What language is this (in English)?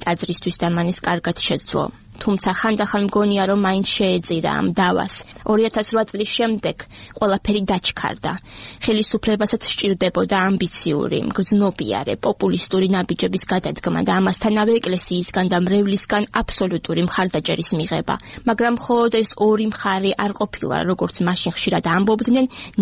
Georgian